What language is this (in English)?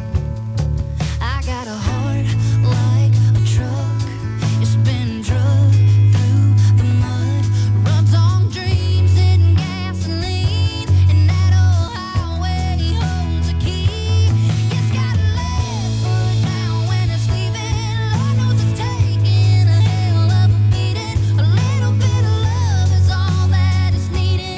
English